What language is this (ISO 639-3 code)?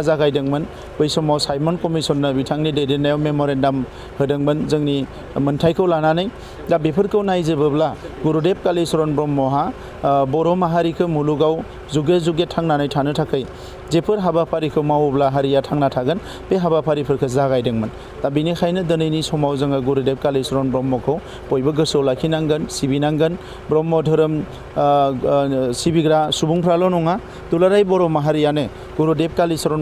brx